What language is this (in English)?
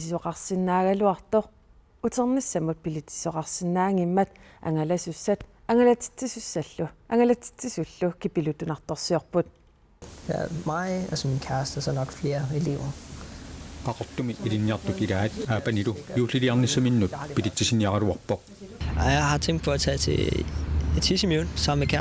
Kalaallisut